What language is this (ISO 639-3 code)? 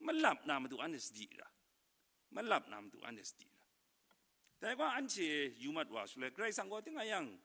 kac